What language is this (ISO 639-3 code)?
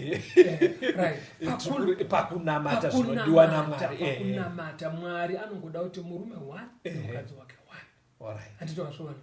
sna